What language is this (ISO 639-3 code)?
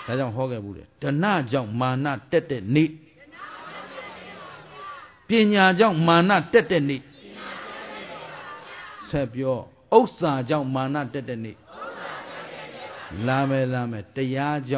mya